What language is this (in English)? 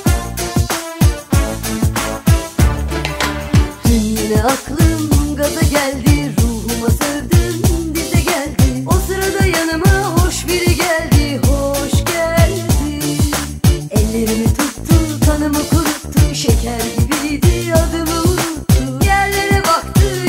Turkish